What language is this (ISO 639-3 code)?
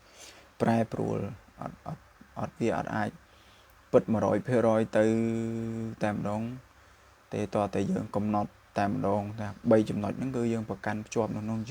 khm